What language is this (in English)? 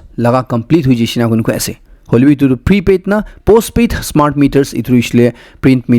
Naga Pidgin